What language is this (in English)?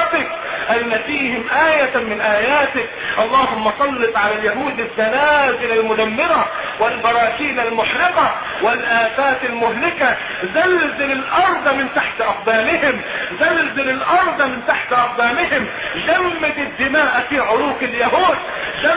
Arabic